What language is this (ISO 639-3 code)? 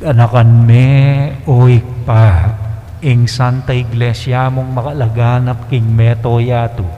pam